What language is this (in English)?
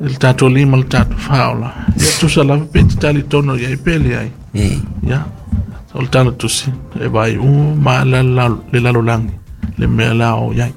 Samoan